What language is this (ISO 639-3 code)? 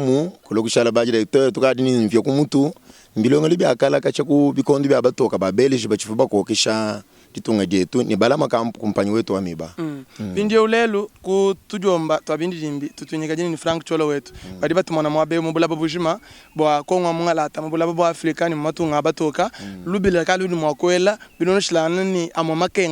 lua